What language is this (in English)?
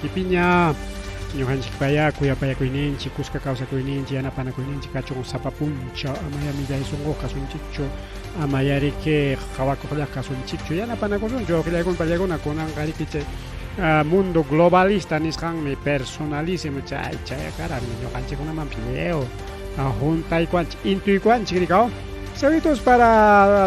Ayacucho Quechua